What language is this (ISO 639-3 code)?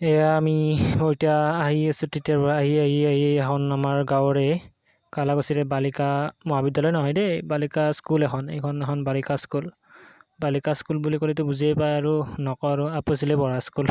asm